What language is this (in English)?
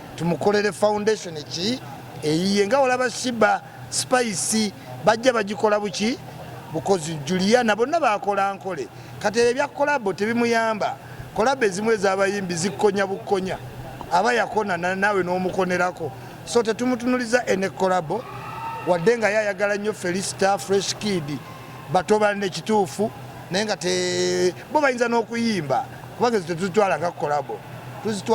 Ganda